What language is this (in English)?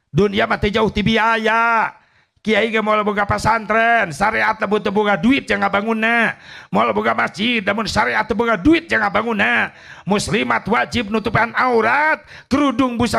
Sundanese